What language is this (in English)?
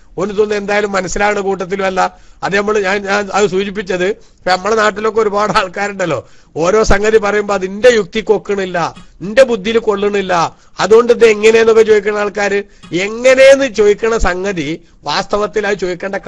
Malayalam